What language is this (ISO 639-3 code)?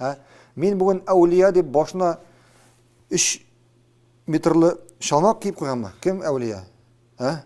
tat